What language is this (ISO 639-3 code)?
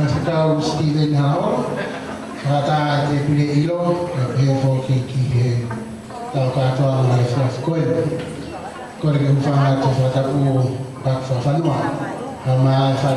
ton